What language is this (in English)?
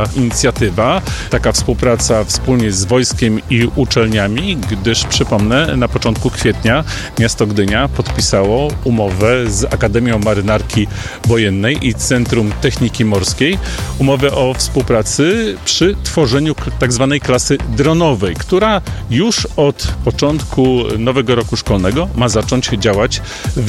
Polish